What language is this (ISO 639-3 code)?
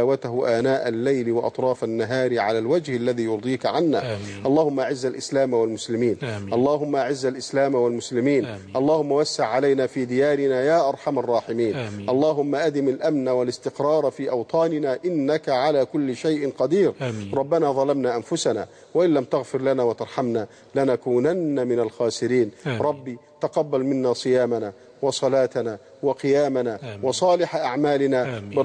ara